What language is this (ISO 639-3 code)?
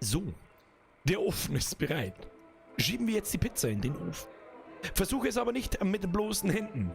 bar